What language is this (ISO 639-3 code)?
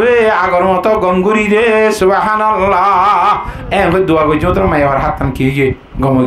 rhg